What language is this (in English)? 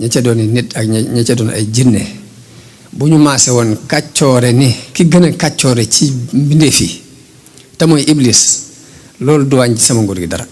Wolof